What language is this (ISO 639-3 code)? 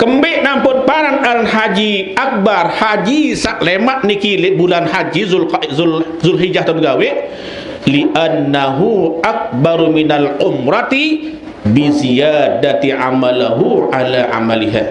sas